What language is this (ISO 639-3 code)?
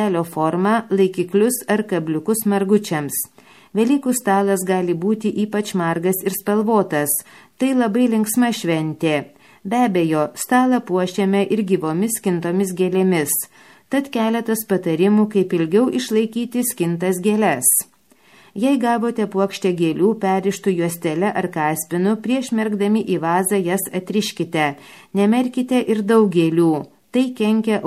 lit